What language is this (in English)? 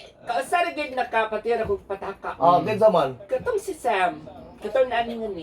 Cebuano